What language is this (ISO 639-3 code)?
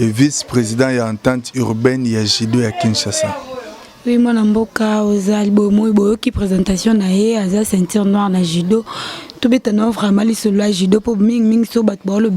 lin